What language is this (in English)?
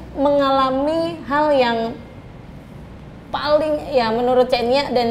Indonesian